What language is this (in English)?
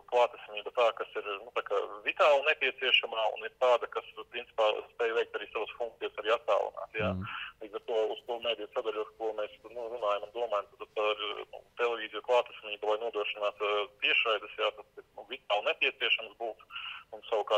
Latvian